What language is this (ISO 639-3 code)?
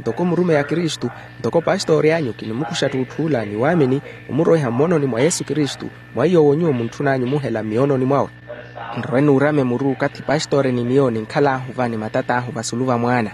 vmw